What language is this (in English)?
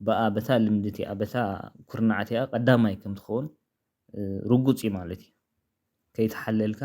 Tigrinya